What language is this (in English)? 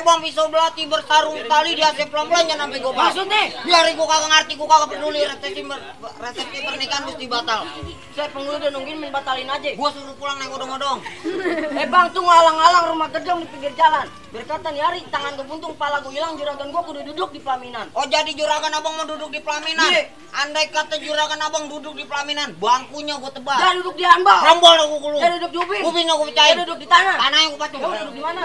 Betawi